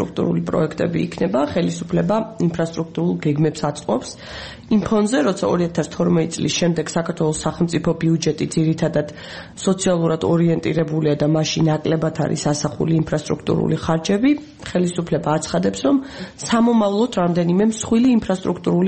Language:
Georgian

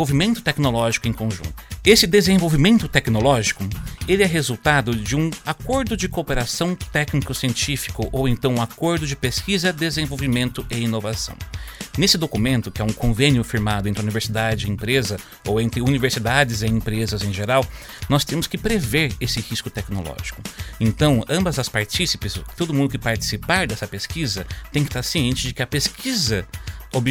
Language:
Portuguese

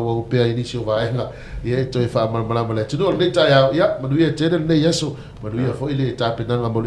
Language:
Samoan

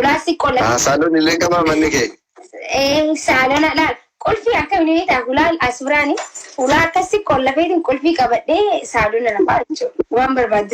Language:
Oromo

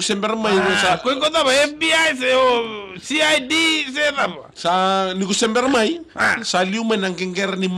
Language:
Fijian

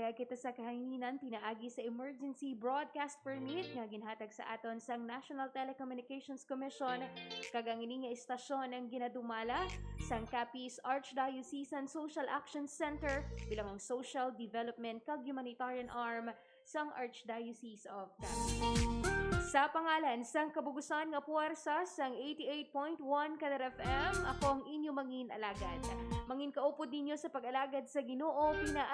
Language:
Hiligaynon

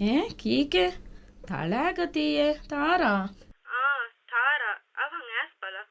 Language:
Divehi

